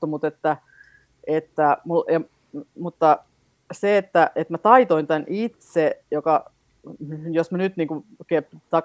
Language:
Finnish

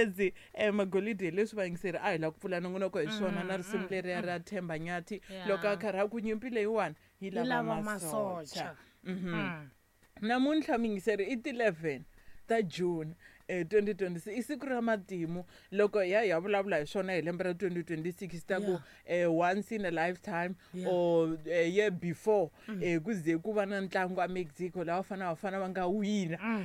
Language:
Tsonga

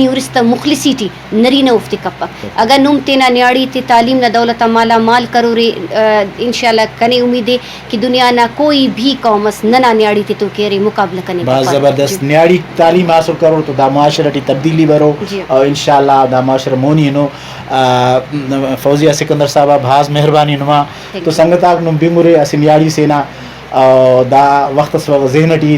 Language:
Brahui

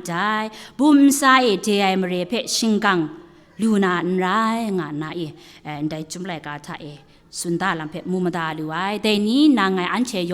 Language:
Kachin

